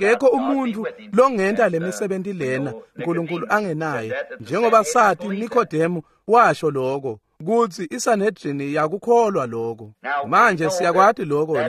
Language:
Swati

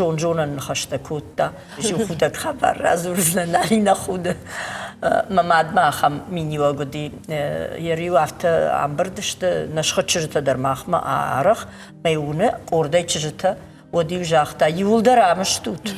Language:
Ossetic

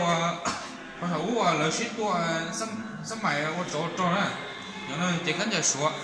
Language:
Hmong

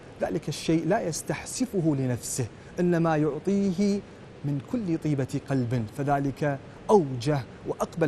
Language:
Arabic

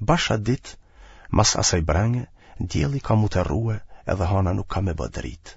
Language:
Albanian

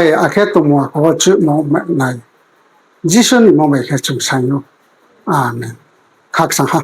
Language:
Riang (India)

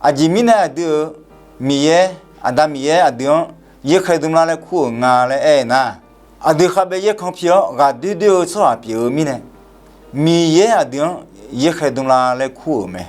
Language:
Akha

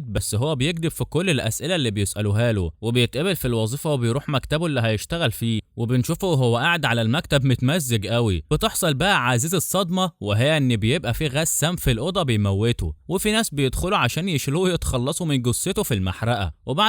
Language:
Egyptian Arabic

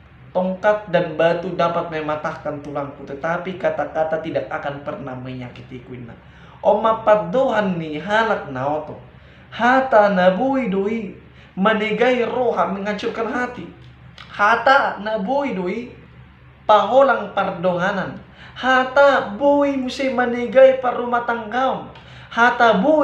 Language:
Batak Toba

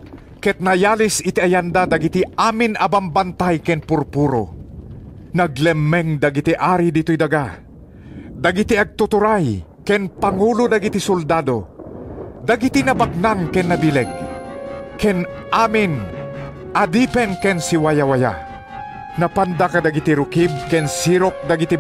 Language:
Iloko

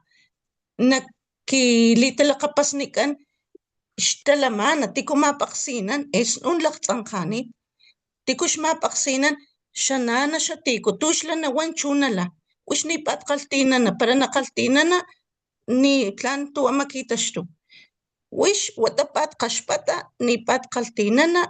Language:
Papantla Totonac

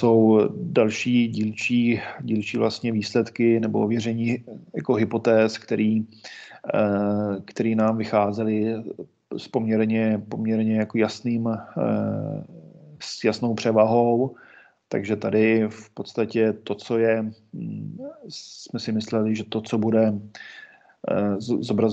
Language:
Czech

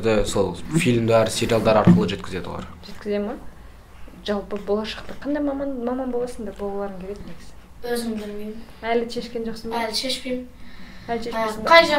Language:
Kazakh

